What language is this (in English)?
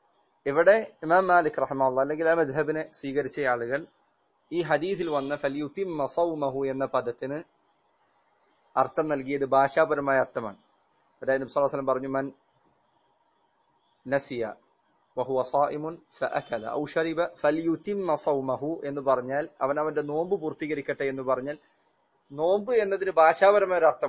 Malayalam